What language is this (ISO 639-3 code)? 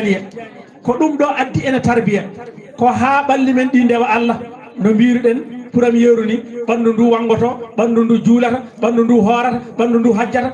ful